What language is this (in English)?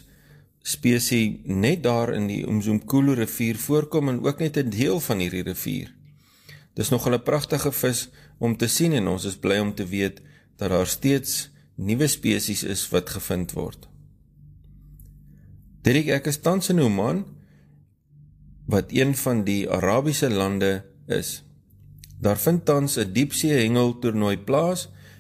Afrikaans